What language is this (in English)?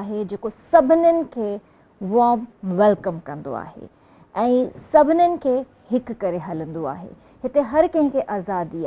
Sindhi